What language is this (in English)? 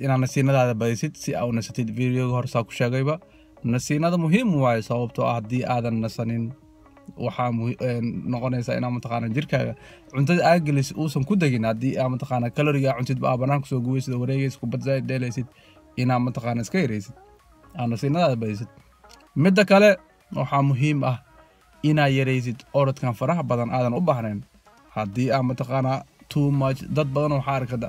Somali